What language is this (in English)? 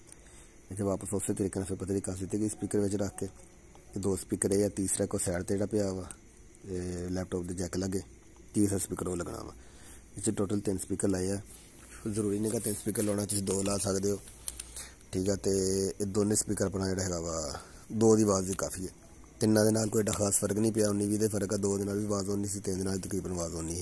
Punjabi